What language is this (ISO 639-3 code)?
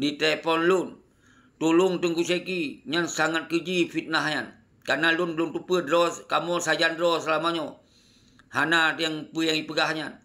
ace